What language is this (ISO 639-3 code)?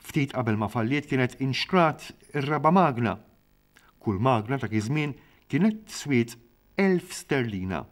mlt